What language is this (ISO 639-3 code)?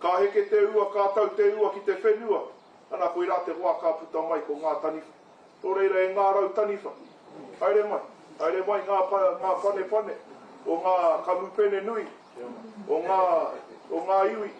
mri